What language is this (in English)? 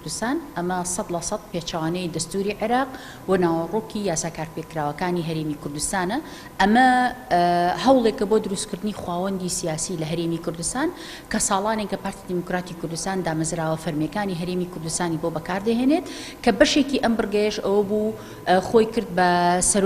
Central Kurdish